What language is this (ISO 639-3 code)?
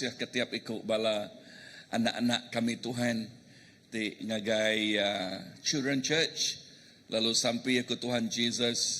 iba